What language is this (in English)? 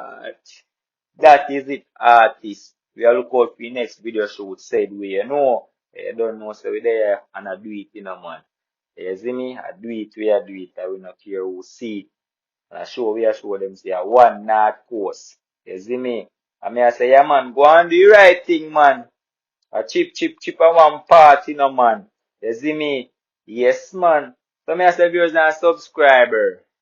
Jamaican Creole English